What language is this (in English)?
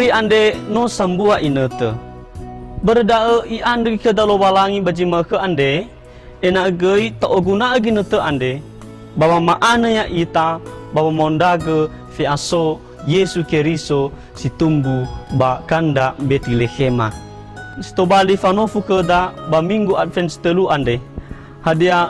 Nias